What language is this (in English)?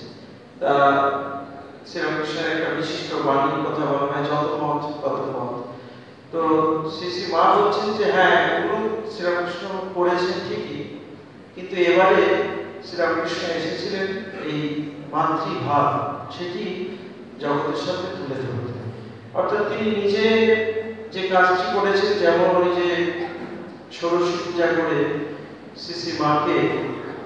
Bangla